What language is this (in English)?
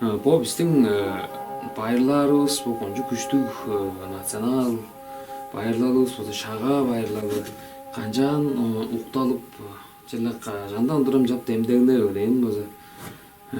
Tuvinian